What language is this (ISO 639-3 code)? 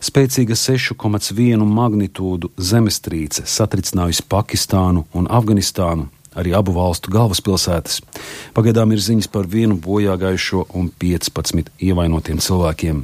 lav